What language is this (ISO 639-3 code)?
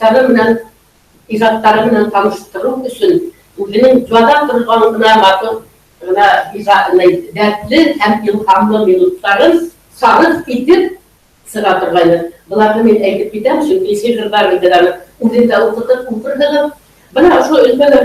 bak